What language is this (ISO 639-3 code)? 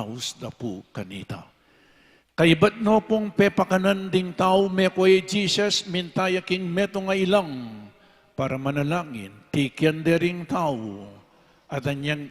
pam